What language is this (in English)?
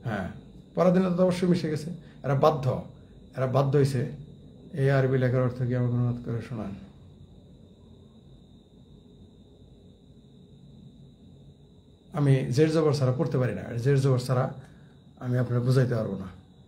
Bangla